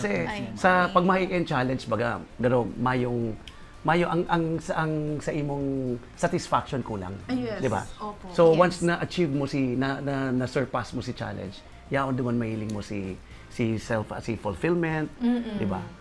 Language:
Bikol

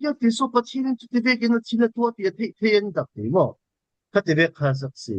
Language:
Falam Chin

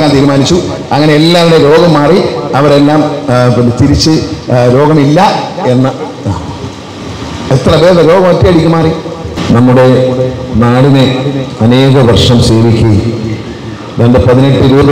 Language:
Malayalam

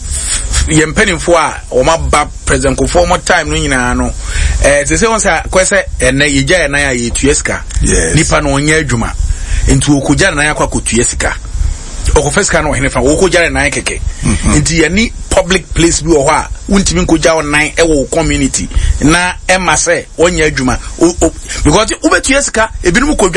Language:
Akan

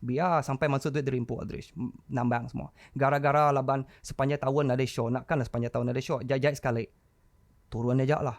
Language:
Iban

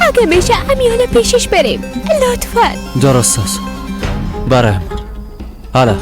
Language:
Persian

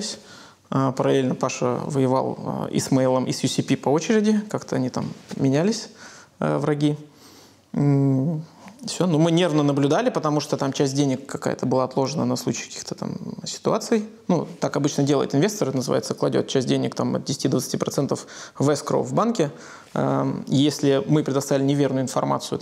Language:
Russian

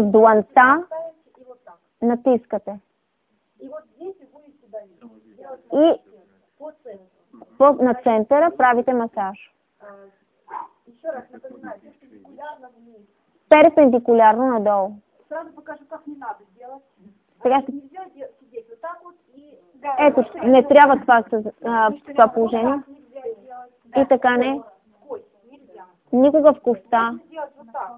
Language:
Bulgarian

